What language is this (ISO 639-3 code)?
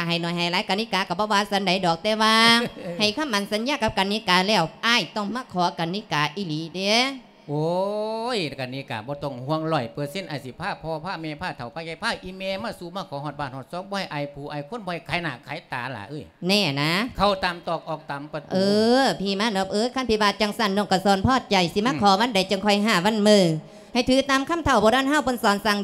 lao